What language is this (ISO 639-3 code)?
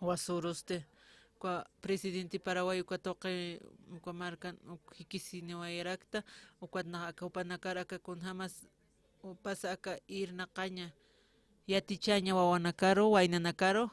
aym